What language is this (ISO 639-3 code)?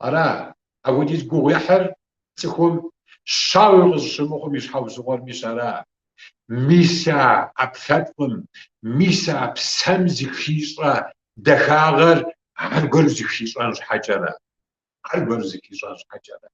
kbd